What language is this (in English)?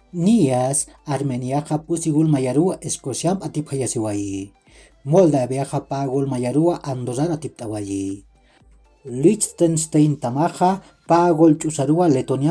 Aymara